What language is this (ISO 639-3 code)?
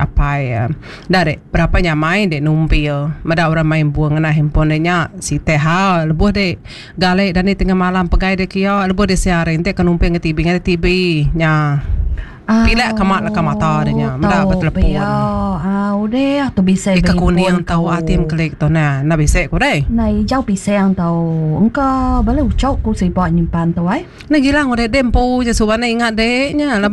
iba